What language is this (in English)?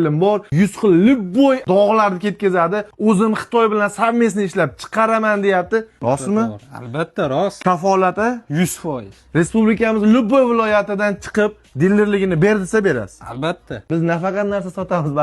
Uzbek